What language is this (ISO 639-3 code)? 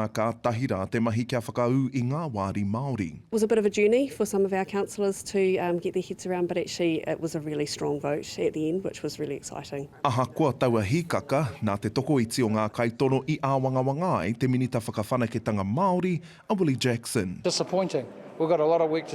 mri